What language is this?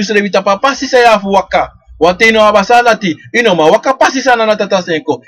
Sranan Tongo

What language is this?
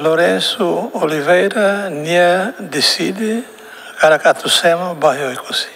Tetum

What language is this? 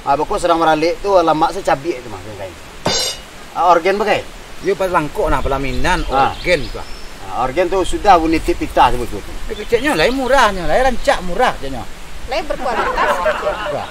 Minangkabau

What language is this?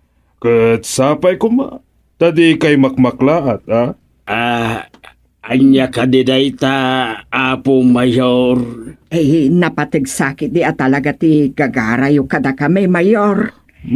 Iloko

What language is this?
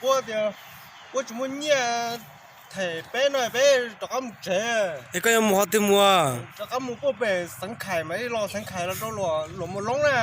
Hmong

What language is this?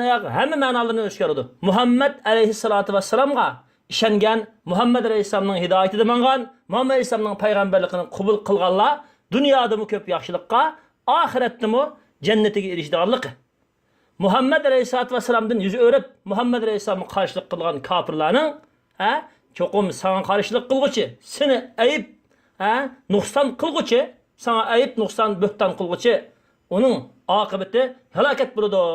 Uyghur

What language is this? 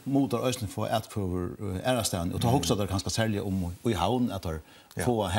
Faroese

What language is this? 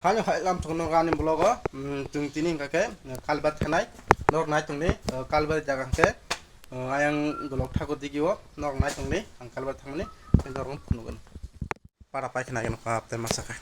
Kok Borok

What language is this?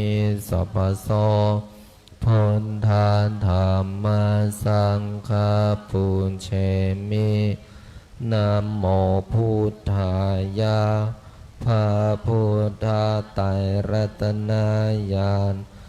Pali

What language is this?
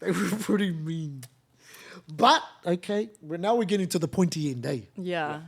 Māori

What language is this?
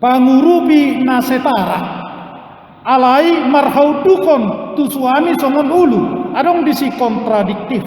Batak Toba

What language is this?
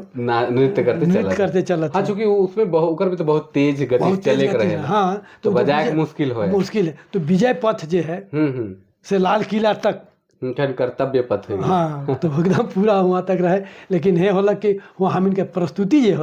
Sadri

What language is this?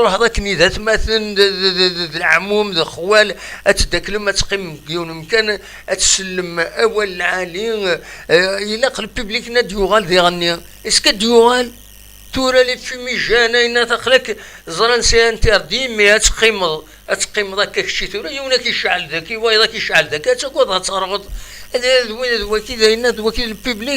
Kabyle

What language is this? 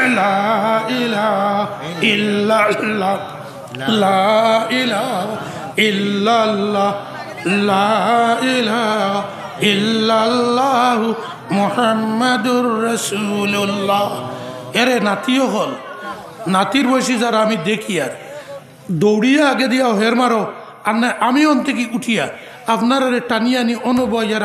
Sylheti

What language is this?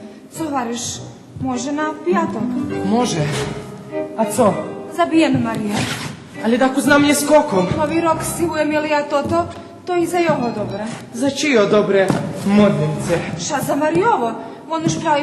Rusyn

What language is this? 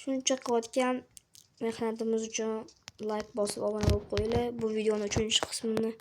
Uzbek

